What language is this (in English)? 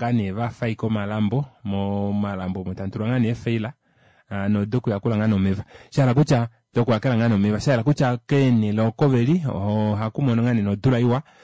Kuanyama